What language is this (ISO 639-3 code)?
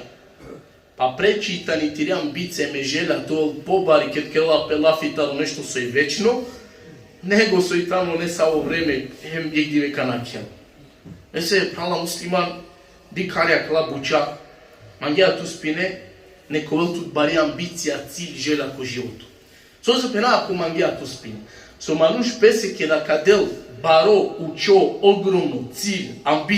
rmn